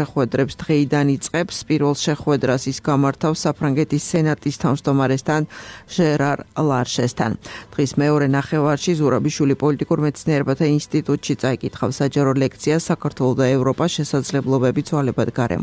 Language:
Georgian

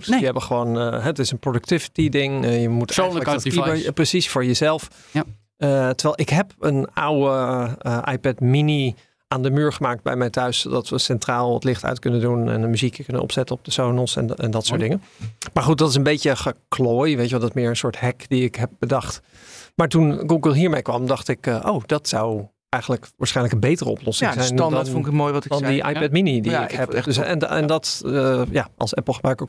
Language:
Dutch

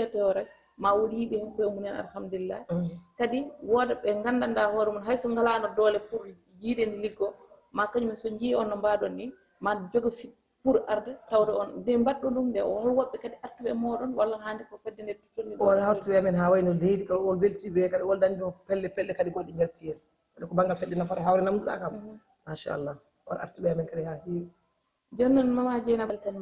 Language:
Fula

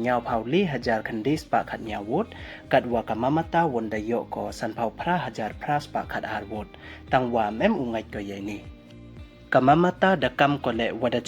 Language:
Pnar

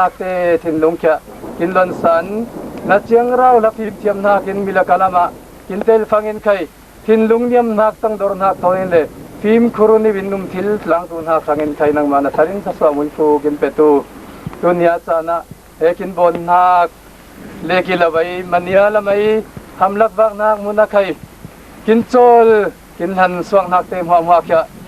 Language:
Falam Chin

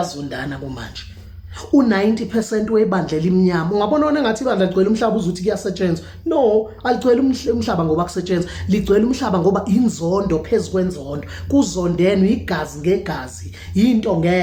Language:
Zulu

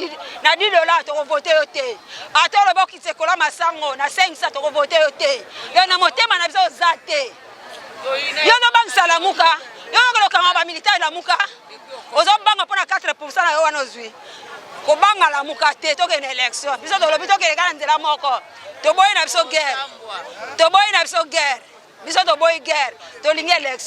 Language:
Lingala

